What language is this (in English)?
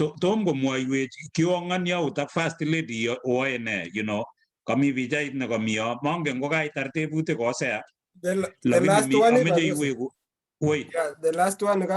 Kalenjin